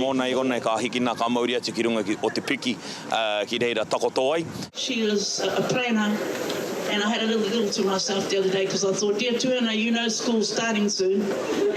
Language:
Māori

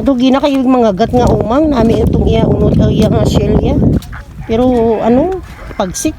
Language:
Hiligaynon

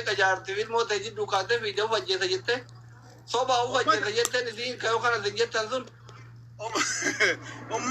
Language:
Oromo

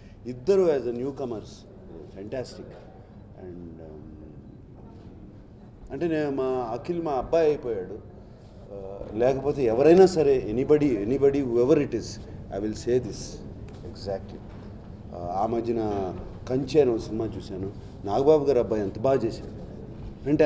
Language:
Telugu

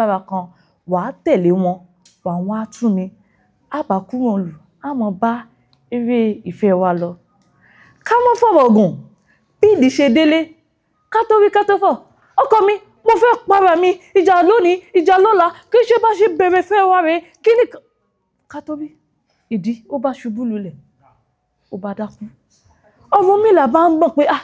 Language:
Yoruba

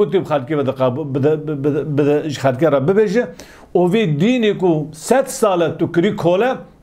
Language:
Kurdish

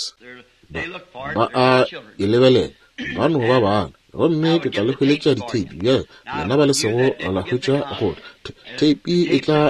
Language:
Northern Sotho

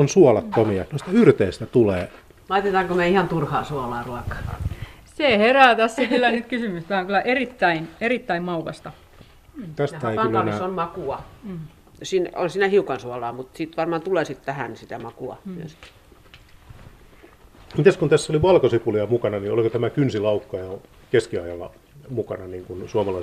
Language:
Finnish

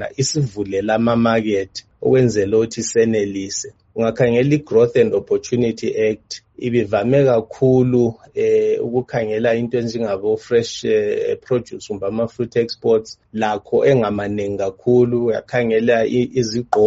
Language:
North Ndebele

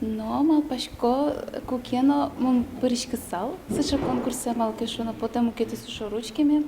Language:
Udmurt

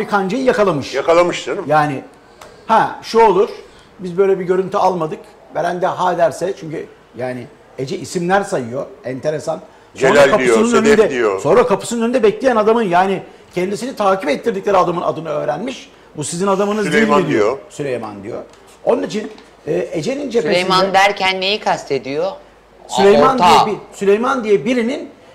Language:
Turkish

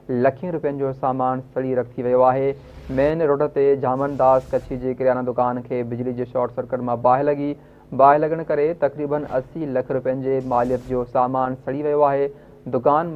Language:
Sindhi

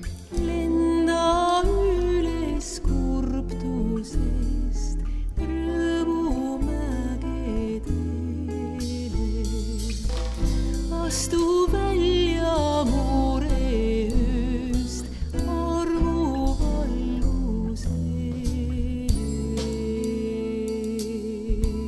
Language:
Estonian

